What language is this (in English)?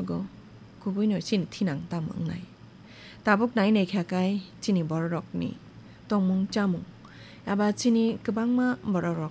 Kok Borok